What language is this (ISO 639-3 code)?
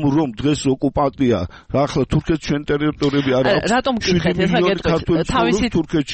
kat